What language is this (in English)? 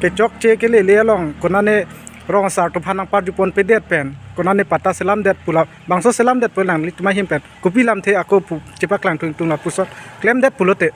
Karbi